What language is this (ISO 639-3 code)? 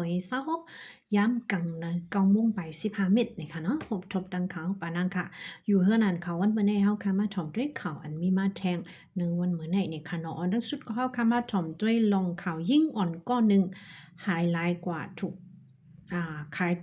shn